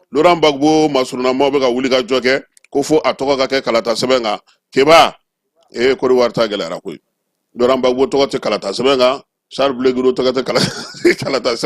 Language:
Bambara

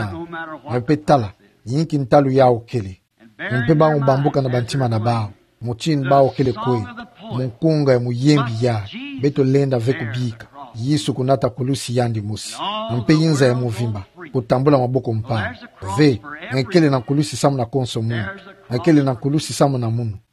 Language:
Kituba (Democratic Republic of Congo)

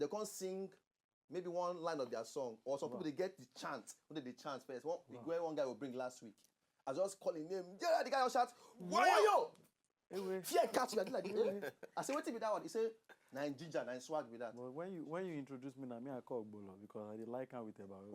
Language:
Nigerian Pidgin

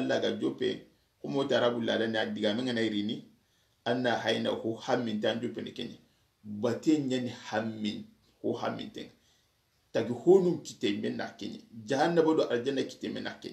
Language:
Soninke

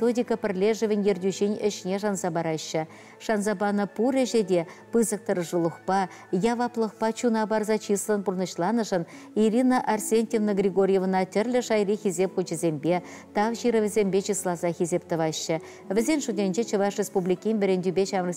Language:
Chuvash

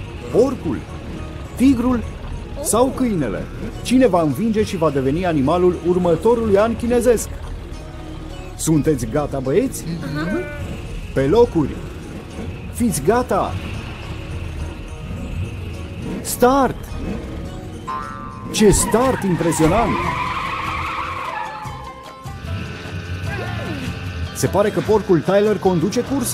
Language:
Romanian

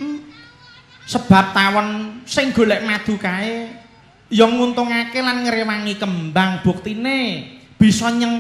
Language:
Javanese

